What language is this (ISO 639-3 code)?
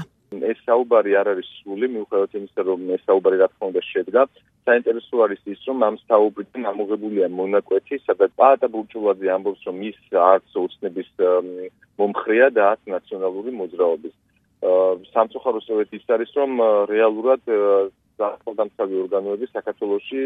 kat